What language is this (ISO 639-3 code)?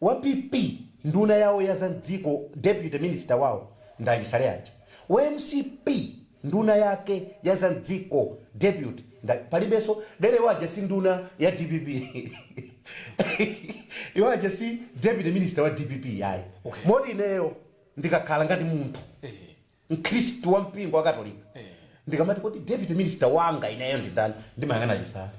nya